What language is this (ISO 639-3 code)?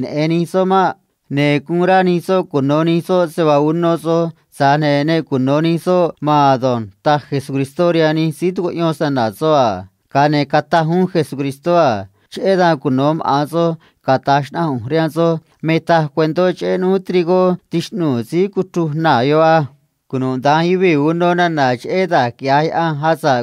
trc